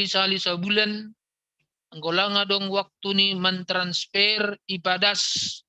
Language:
Batak Simalungun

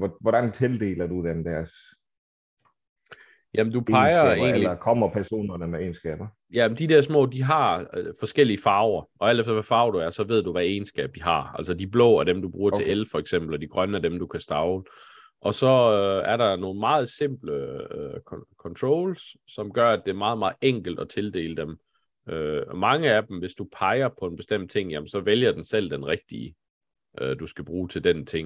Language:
Danish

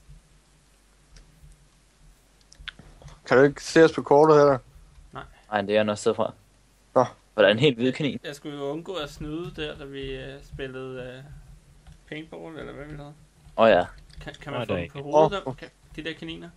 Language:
Danish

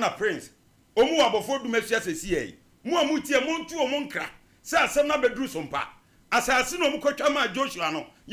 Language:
Akan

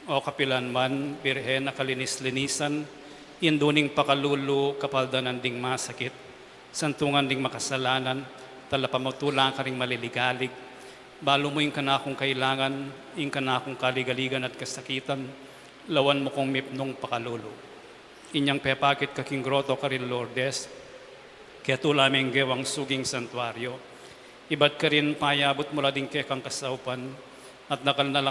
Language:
Pampanga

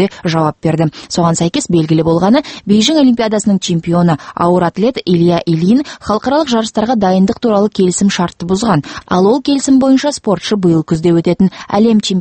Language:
Kazakh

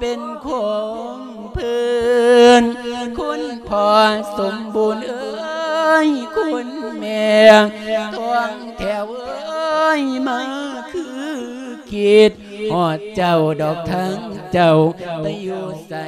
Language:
Lao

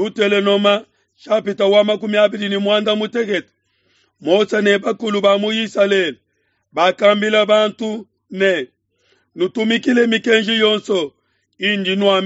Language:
Luba-Lulua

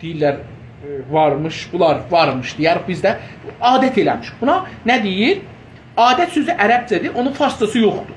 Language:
South Azerbaijani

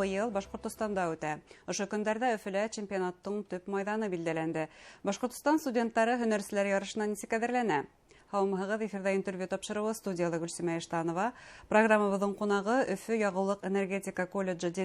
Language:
Bashkir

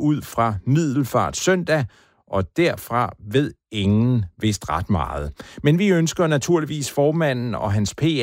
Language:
Danish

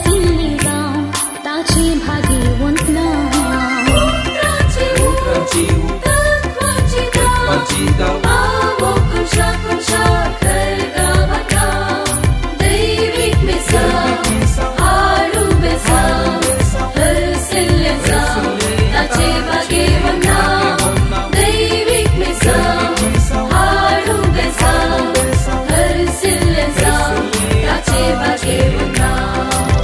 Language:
Konkani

